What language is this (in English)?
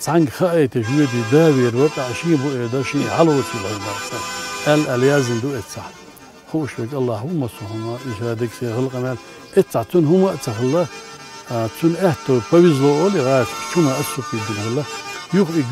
Chechen